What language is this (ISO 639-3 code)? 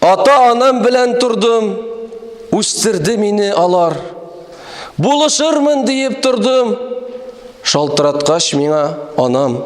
tat